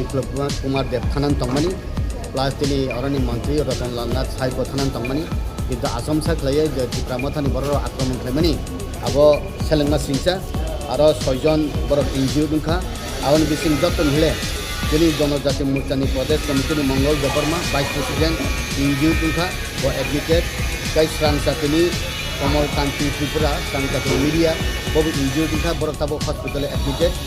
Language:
Kok Borok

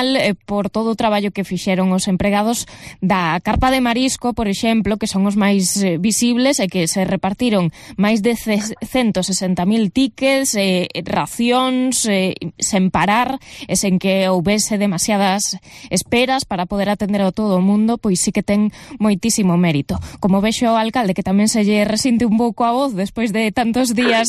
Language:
Galician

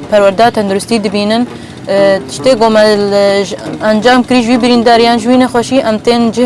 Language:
Kurdish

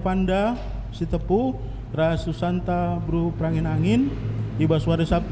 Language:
Batak Karo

